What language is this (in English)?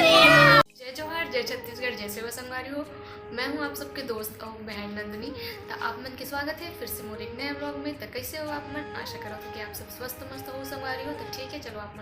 Chhattisgarhi